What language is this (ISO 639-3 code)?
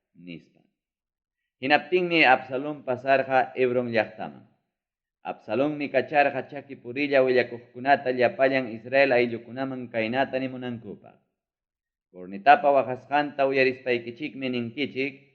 quy